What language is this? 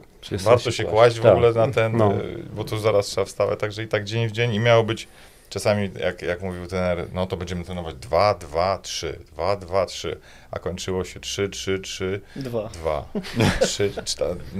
Polish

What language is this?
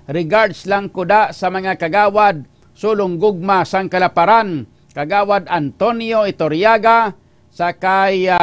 Hiligaynon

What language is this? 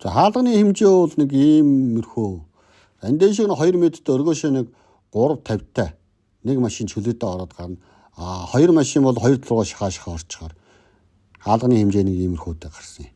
Mongolian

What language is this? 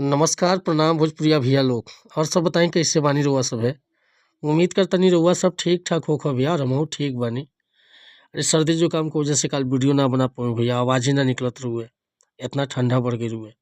Bhojpuri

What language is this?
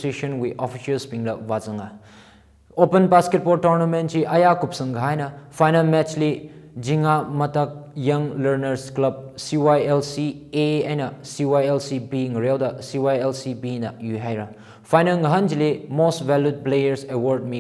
Tangkhul Naga (India)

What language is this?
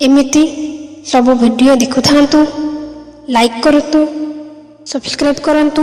Odia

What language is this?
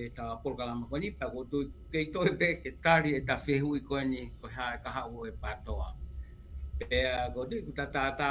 Tongan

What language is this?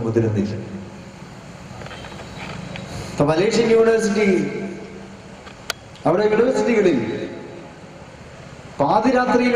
Malayalam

